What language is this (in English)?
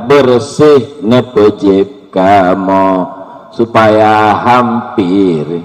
Achinese